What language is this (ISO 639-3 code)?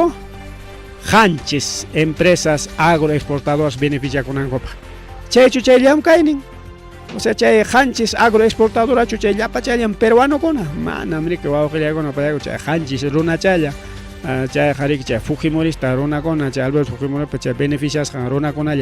quy